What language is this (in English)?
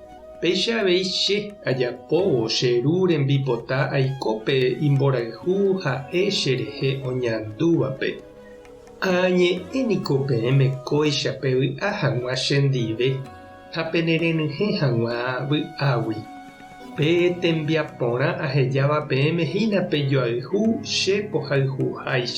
Guarani